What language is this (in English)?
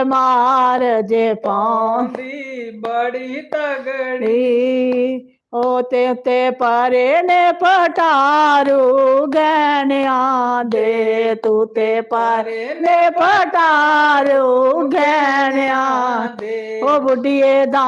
Dogri